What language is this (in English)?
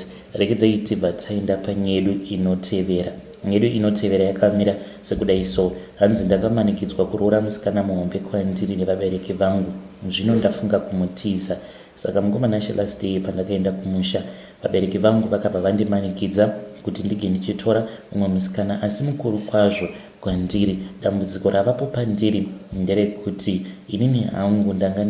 Shona